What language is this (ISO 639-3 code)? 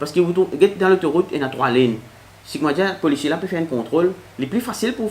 mfe